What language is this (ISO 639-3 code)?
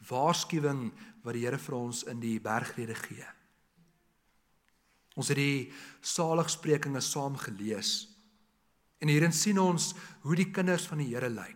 afr